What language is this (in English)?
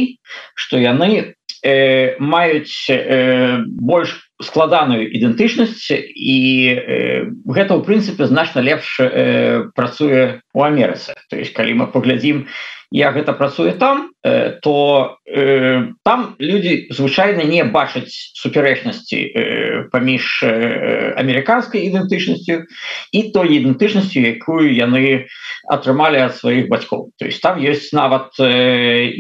Belarusian